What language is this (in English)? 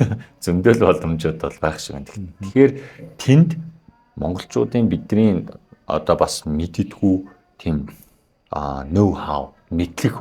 Mongolian